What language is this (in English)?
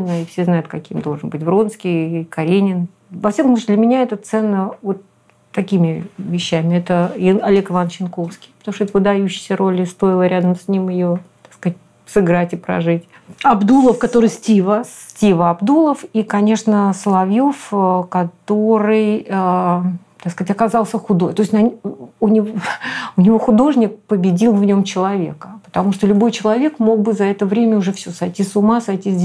Russian